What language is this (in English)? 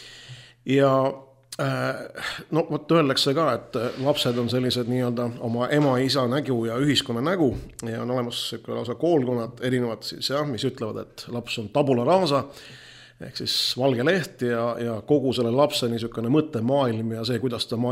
Estonian